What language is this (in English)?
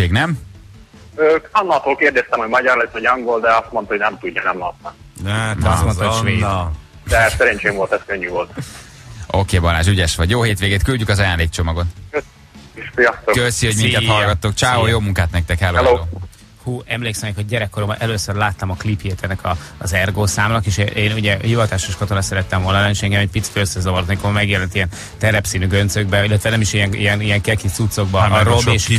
Hungarian